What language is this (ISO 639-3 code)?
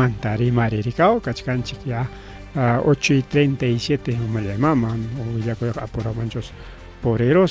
quy